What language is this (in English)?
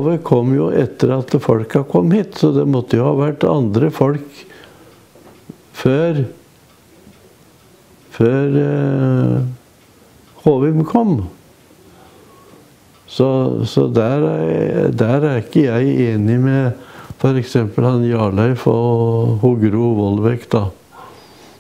Norwegian